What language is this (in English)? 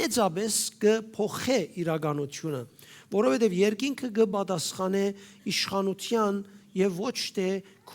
Western Armenian